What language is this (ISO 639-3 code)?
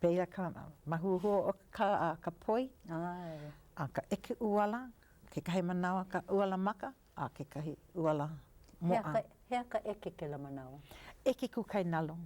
haw